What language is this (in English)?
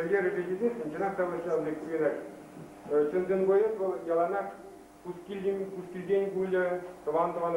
Chuvash